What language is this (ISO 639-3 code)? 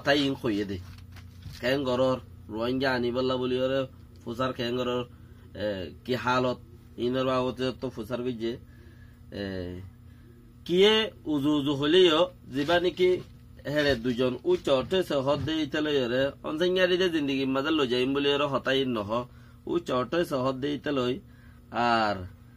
rhg